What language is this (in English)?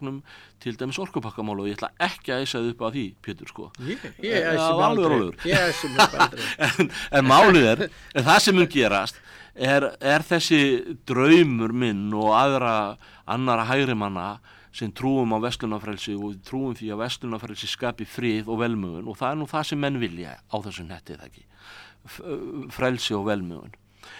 Icelandic